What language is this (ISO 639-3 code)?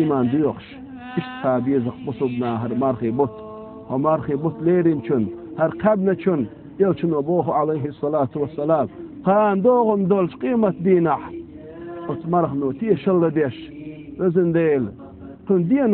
che